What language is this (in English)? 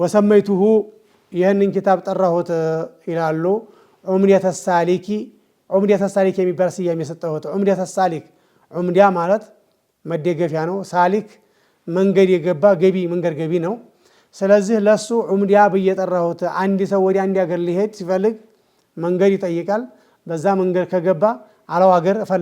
Amharic